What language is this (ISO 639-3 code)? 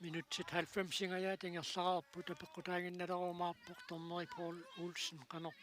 kal